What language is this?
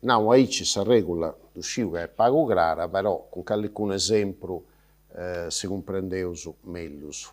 Sardinian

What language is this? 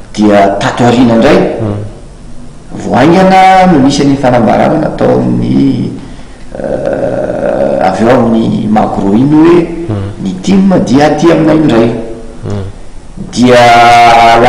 Malagasy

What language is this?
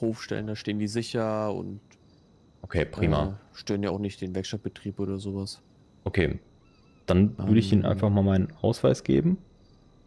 German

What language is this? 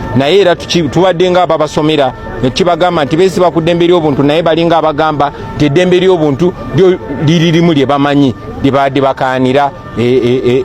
Ganda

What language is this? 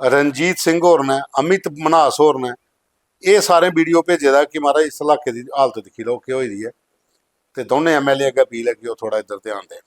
Dogri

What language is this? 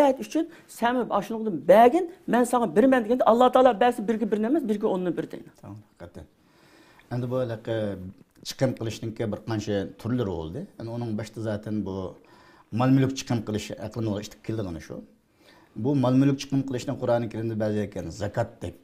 Uyghur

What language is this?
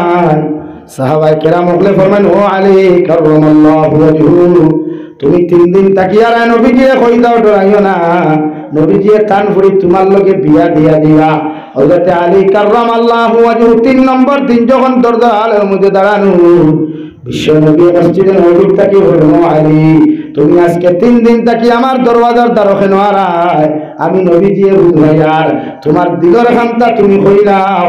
Sylheti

